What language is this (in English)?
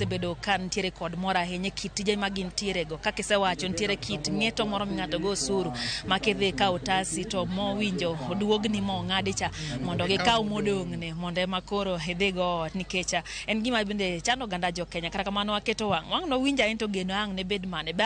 Luo (Kenya and Tanzania)